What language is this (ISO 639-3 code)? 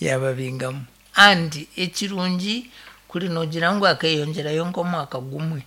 nyn